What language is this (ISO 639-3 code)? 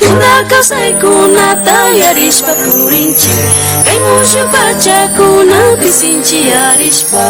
qvi